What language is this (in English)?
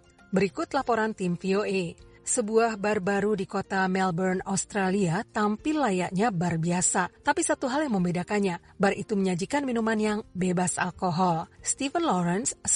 Indonesian